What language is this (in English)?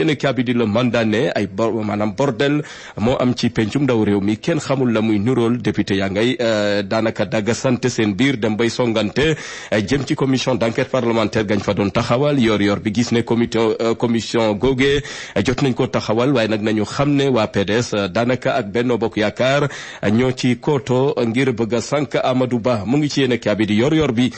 Wolof